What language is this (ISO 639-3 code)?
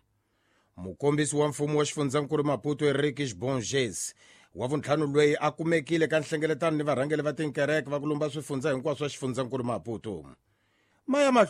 tso